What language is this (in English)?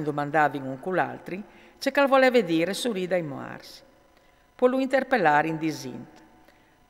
Friulian